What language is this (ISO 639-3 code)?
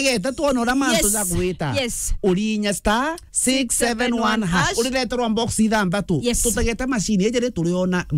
mer